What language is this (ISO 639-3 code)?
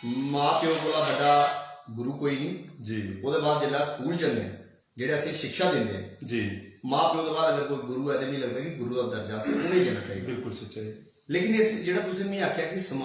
doi